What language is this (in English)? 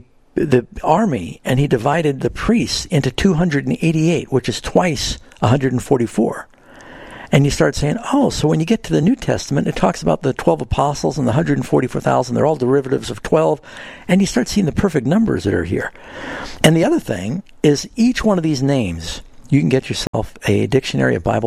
English